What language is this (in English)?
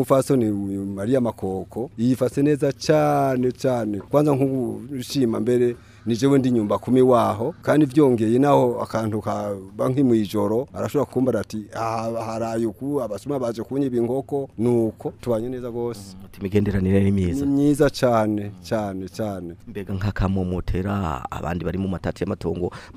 Rundi